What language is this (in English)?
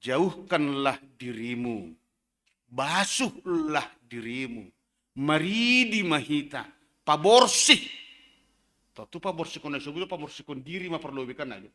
Batak Simalungun